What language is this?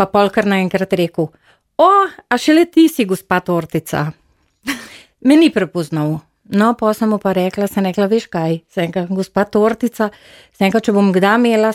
Slovenian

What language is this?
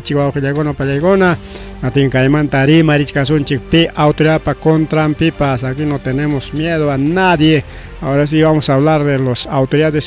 Ayacucho Quechua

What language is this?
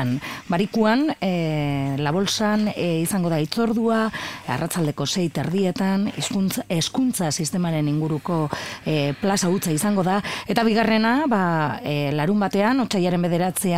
Basque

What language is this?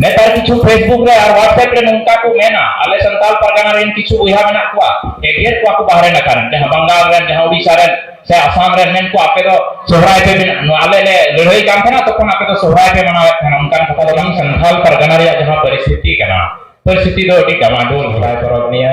Santali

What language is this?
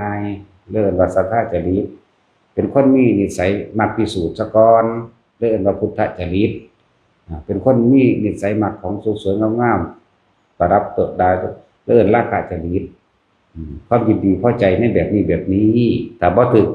Northeastern Thai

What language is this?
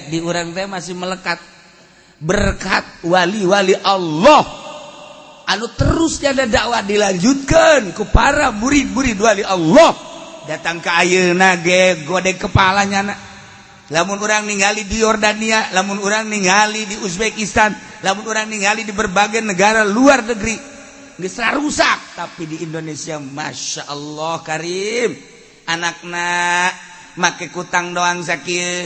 Sundanese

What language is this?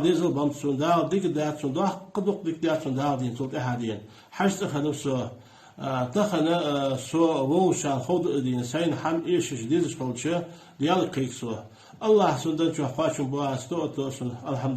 Ingush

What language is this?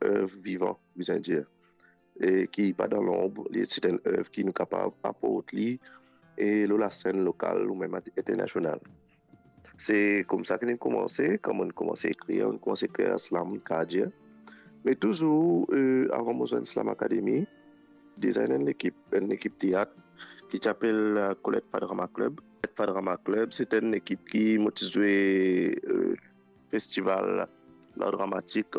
Morisyen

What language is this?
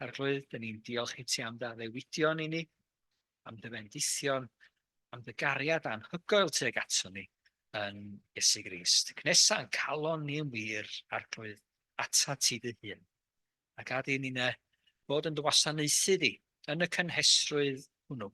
Welsh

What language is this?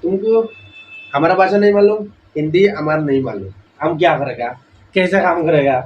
Sylheti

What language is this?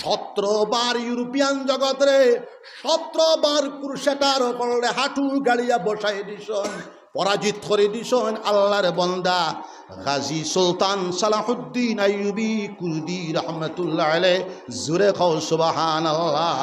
Sylheti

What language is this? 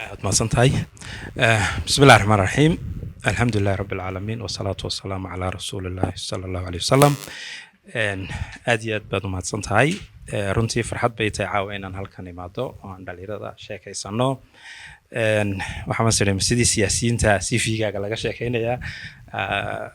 Somali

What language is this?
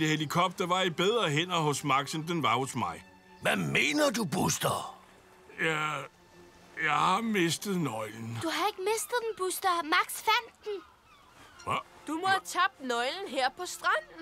Danish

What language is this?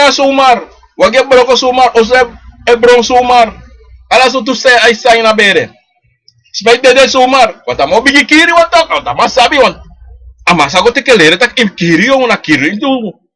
Sranan Tongo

